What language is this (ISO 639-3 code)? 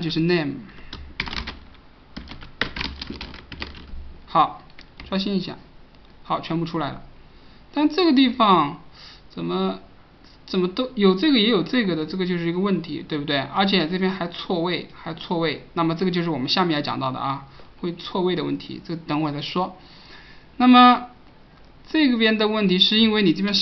zho